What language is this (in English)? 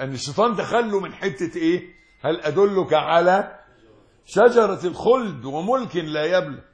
Egyptian Arabic